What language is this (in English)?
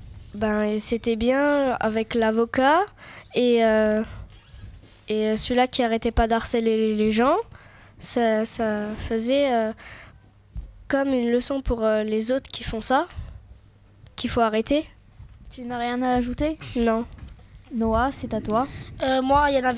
French